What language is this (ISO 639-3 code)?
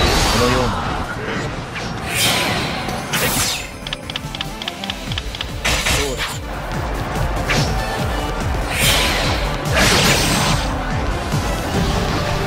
jpn